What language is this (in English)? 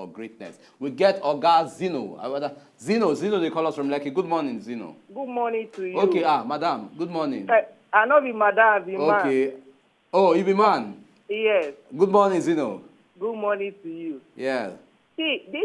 Nigerian Pidgin